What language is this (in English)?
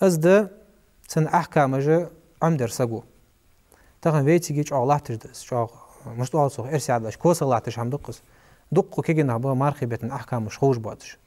Ingush